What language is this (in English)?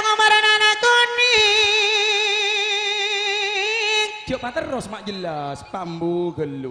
Madurese